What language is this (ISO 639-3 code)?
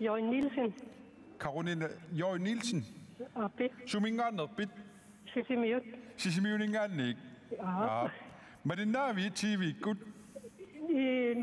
kal